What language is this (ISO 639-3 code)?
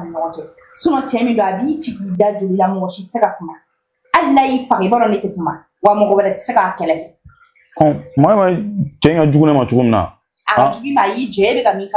bam